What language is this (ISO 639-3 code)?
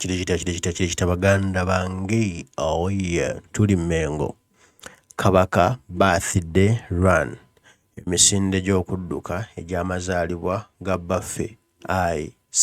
lug